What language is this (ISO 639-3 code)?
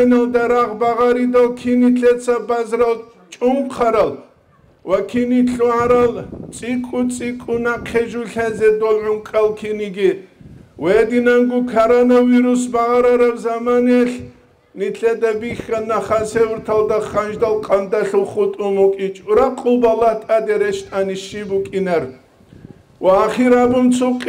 ava